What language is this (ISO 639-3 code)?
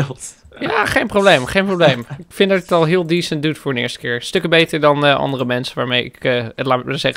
nld